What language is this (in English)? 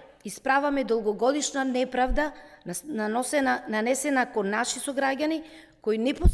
Macedonian